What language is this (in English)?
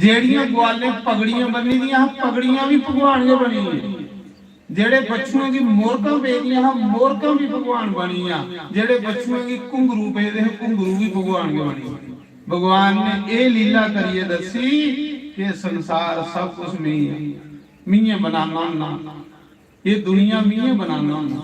Dogri